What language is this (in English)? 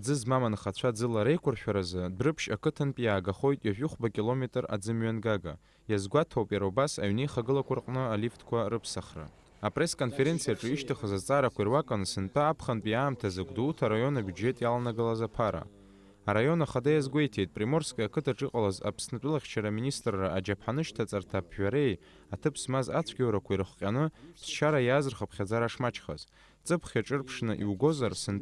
Abkhazian